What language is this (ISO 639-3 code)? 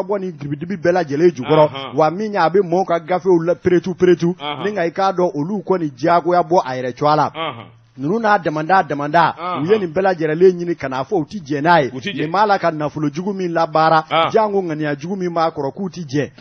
bam